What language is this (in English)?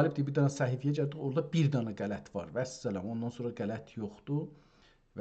South Azerbaijani